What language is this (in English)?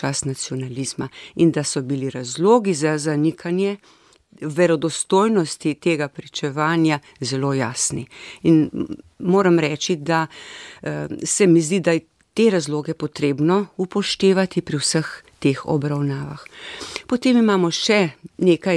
Slovenian